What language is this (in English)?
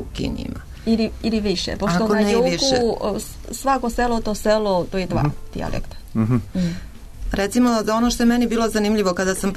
Serbian